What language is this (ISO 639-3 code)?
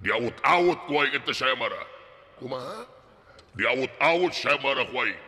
sun